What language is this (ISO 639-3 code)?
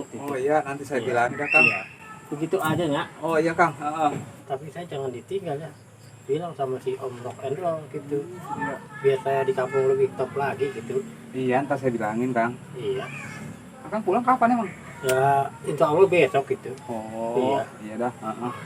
bew